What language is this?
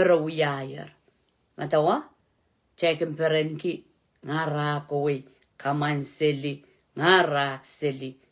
Pohnpeian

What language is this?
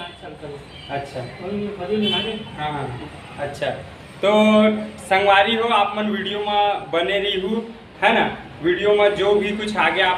Chhattisgarhi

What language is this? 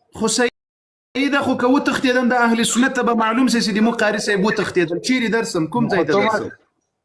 Pashto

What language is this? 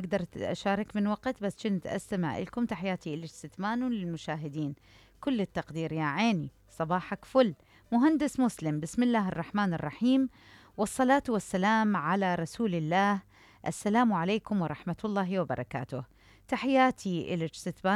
Mesopotamian Arabic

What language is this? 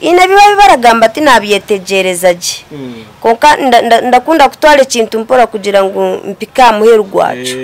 Nyankole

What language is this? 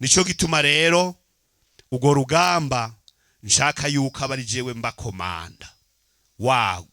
Rundi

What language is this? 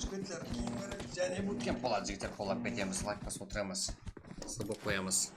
Kara-Kalpak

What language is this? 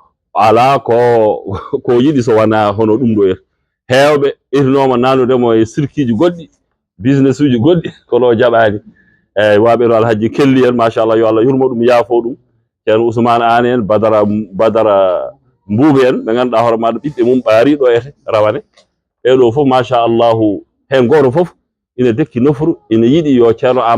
Fula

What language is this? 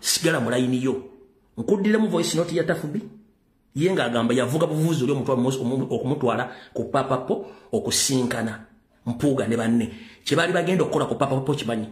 Ganda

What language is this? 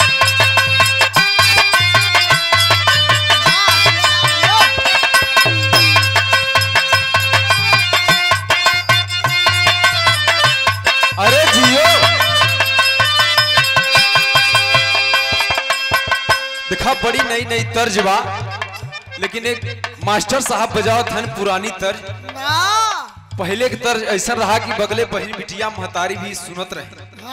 Bhojpuri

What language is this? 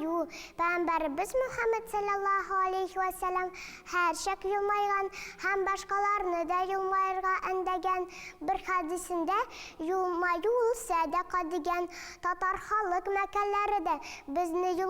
Tatar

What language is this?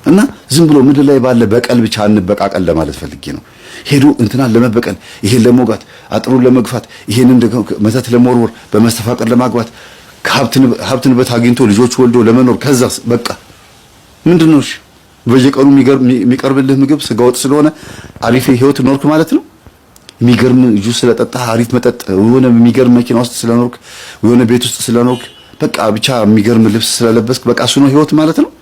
Amharic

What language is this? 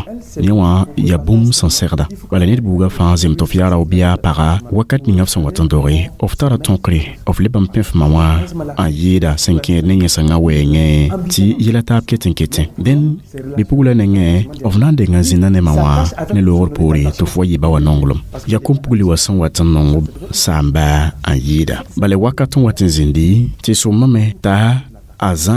Mossi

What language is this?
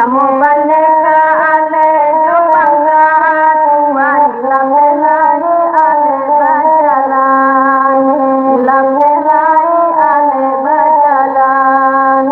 Minangkabau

